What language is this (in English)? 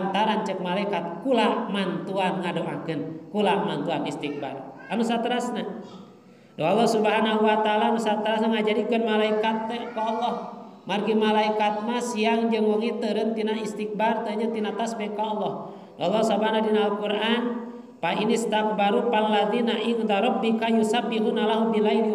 Sundanese